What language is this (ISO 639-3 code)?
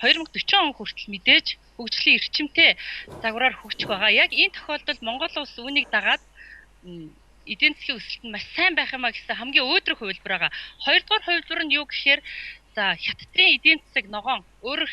mon